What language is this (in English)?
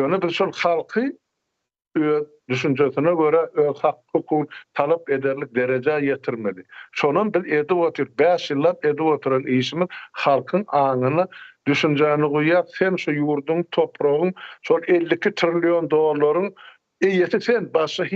Turkmen